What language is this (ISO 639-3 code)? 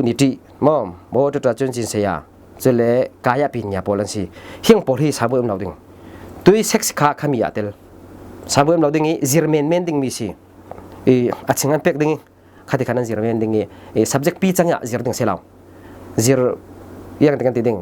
cfm